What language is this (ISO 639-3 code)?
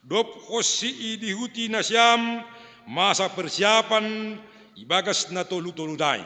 bts